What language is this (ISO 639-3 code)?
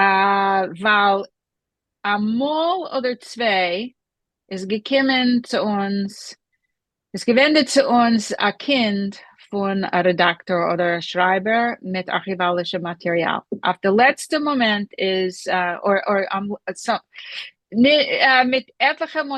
yid